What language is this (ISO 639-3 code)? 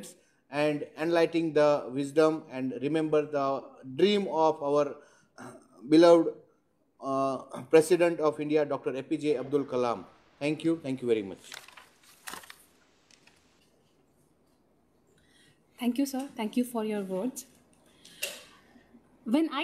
eng